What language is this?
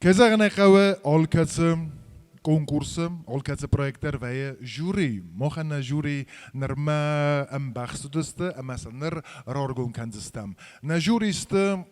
Ossetic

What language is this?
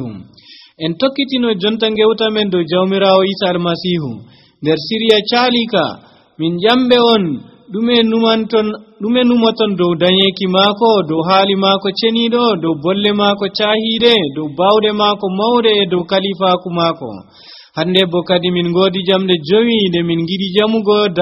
Nigerian Fulfulde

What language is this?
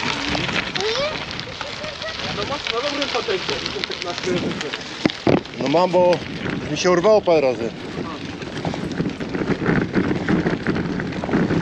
Polish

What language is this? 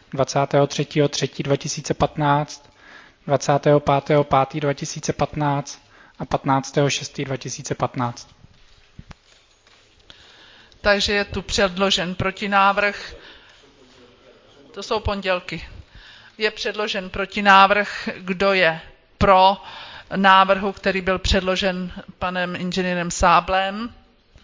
Czech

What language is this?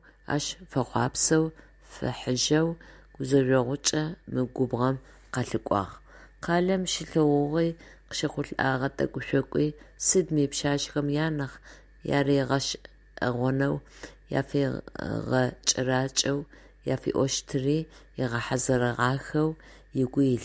Adyghe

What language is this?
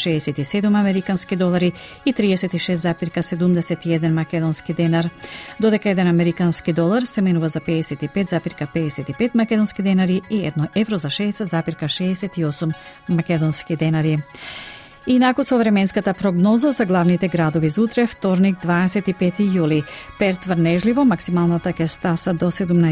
Macedonian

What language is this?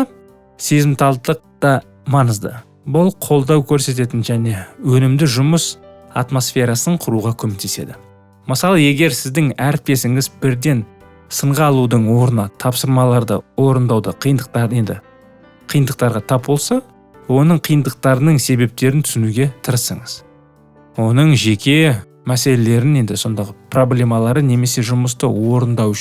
Kazakh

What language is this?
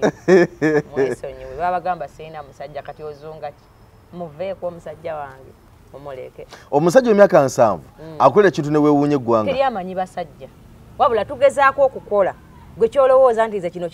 Ganda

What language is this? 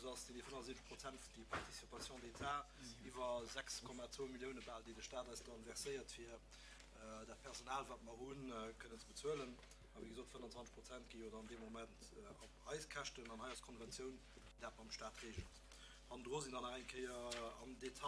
Luxembourgish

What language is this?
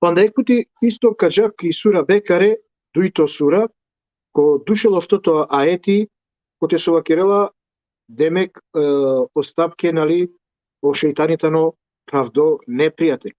Balkan Romani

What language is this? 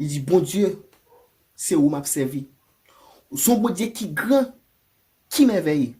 Haitian Creole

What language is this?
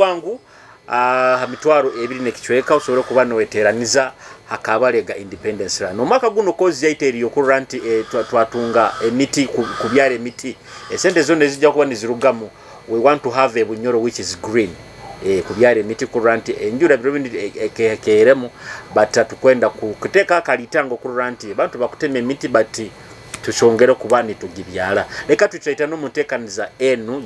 Nyoro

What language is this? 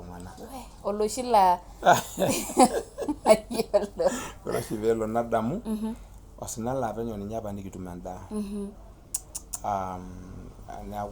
Masai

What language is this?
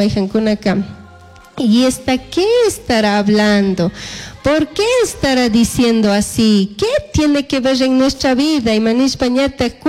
Chimborazo Highland Quichua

